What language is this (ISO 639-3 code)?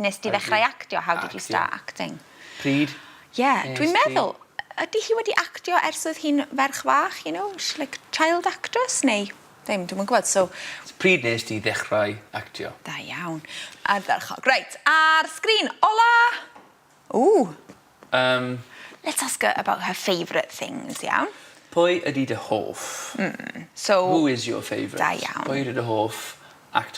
cym